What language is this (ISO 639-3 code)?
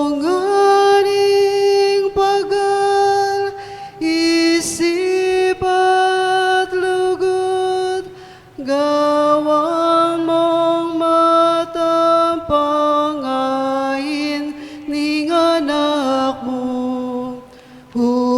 pam